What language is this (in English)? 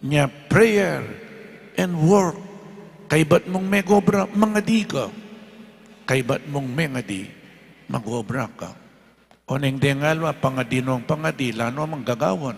Pampanga